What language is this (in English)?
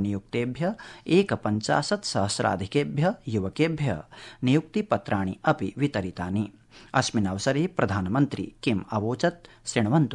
Sanskrit